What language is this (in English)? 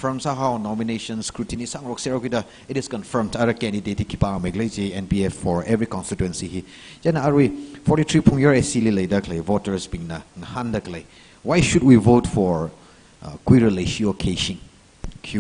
Tangkhul Naga (India)